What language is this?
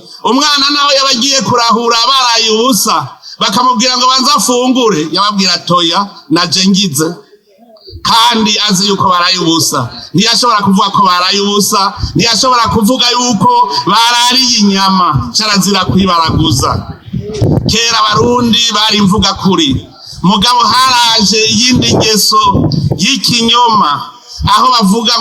Rundi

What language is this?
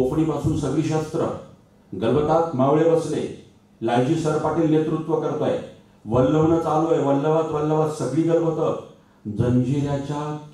Marathi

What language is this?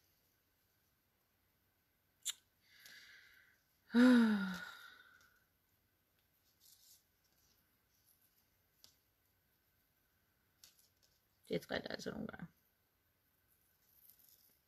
Danish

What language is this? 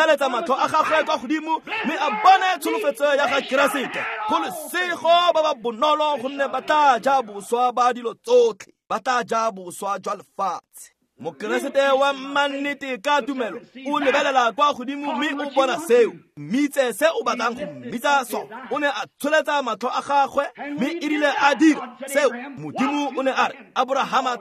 Tswana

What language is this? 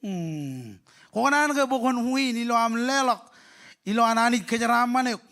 Marshallese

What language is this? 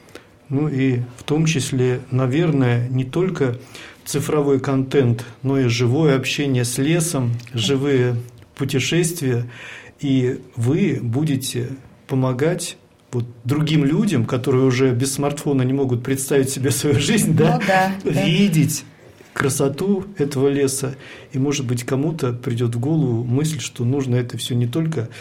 Russian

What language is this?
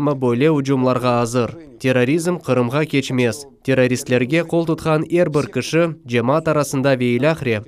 Crimean Tatar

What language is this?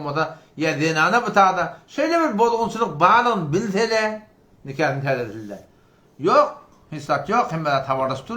Turkmen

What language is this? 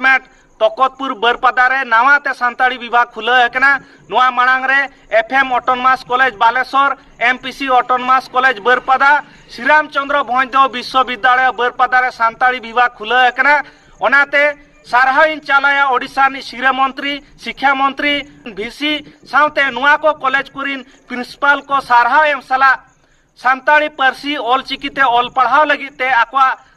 Santali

